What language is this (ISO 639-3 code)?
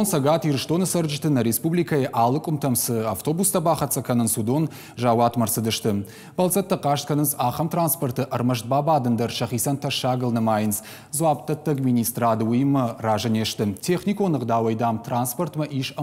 oss